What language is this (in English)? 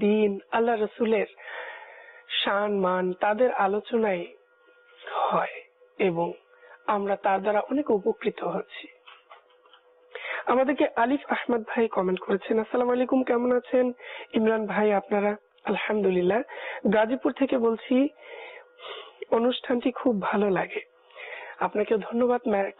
Bangla